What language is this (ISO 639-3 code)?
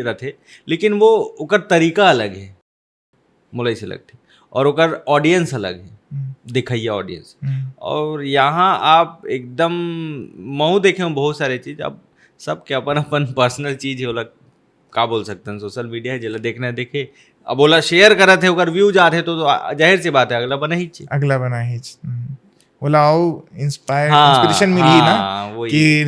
hne